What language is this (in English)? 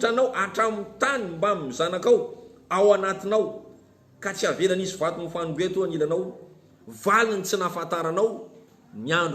Malagasy